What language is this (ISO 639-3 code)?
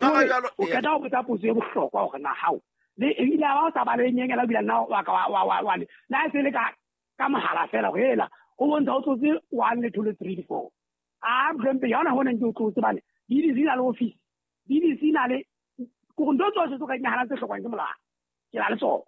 sot